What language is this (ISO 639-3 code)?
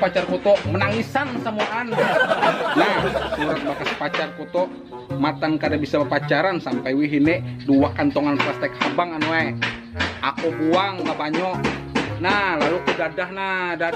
bjn